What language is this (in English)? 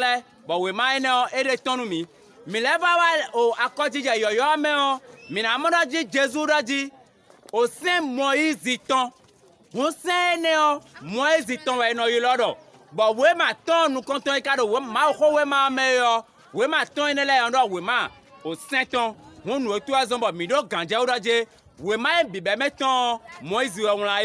Fon